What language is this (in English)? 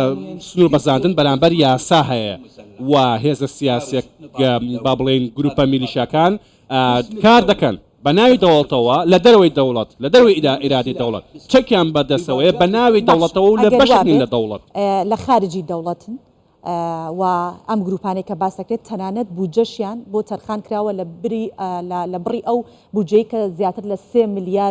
Central Kurdish